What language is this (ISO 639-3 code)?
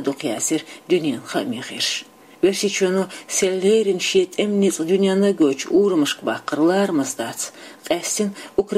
che